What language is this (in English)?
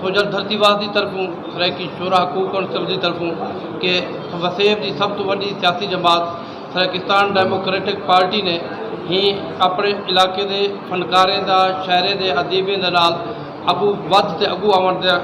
Saraiki